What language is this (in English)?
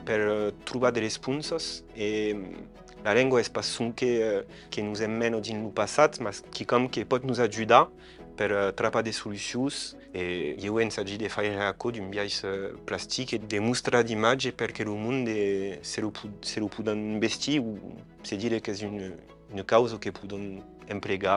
Occitan